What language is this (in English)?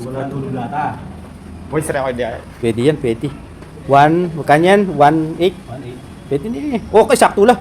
Pampanga